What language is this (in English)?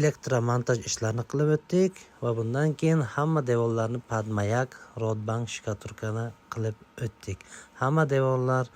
Uzbek